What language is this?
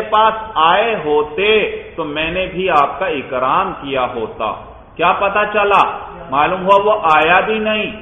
Urdu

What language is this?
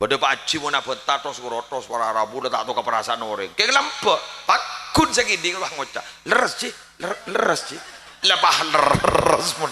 Madurese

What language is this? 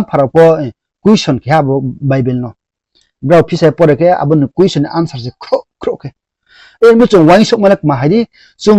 Riang (India)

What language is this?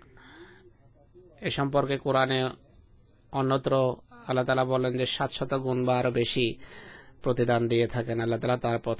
Bangla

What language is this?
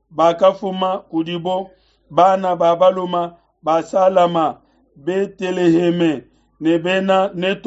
Luba-Lulua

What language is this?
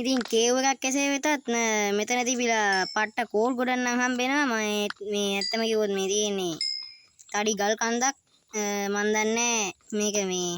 Sinhala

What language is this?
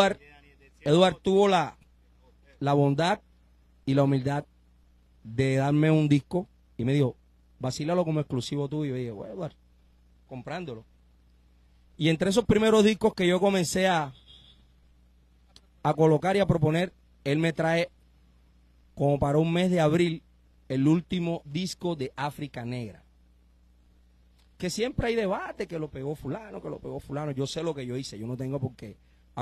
Spanish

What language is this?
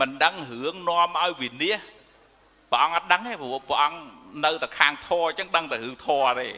Khmer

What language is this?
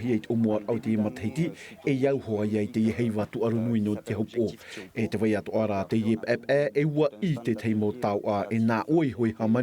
Tahitian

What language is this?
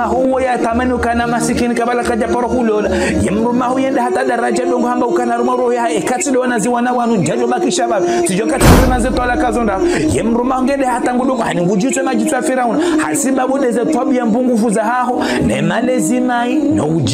Ngazidja Comorian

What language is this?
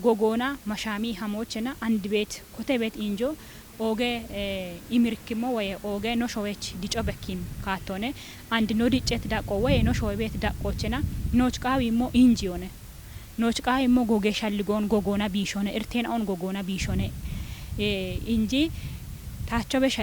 Kafa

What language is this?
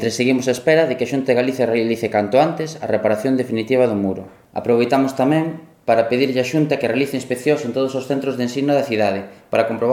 Galician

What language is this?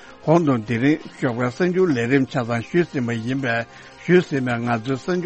Tibetan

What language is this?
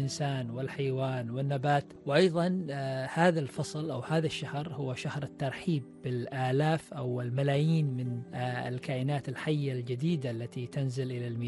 Arabic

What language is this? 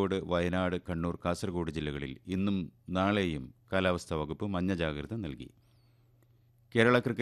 Malayalam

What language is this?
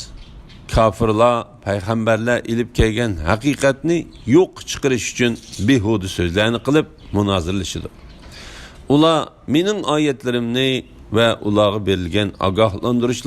Uyghur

